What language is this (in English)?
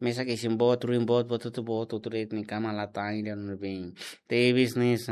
Tetum